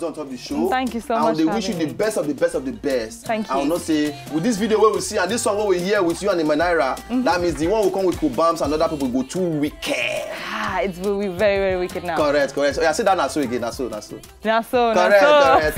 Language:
Nigerian Pidgin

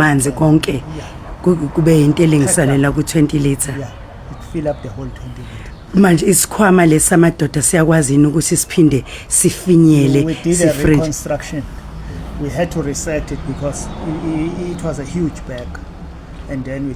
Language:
Zulu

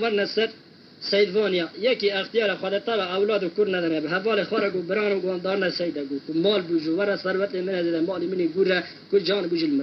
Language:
Kurdish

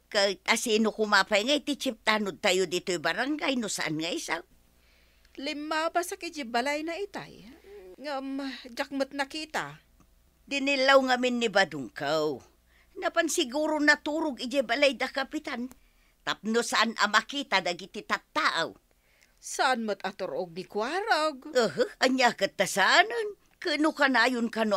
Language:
Iloko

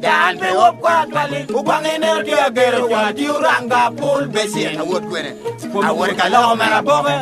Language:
Lango (Uganda)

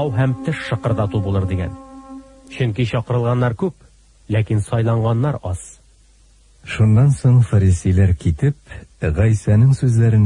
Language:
Tatar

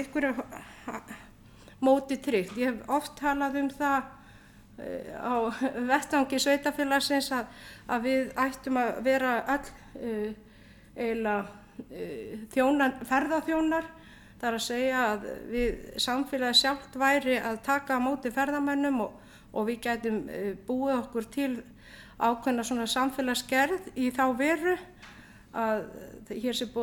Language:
Icelandic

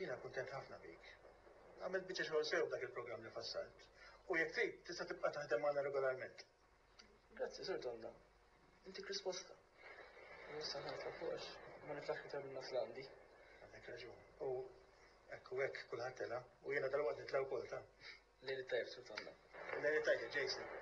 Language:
Maltese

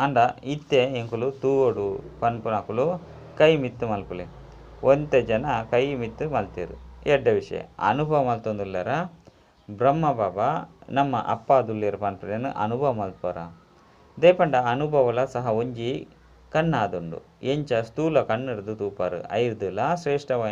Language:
Tulu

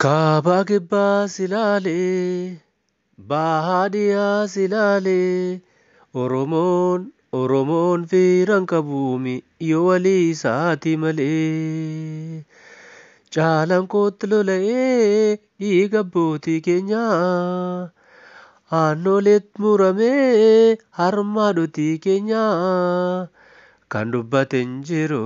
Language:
Oromo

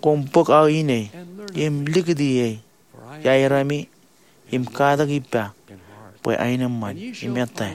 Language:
Marshallese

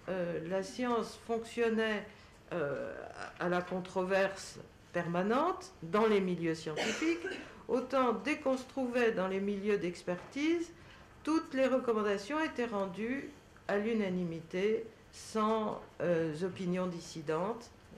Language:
French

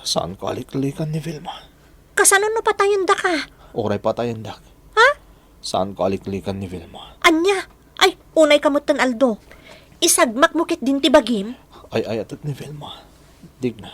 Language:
Iloko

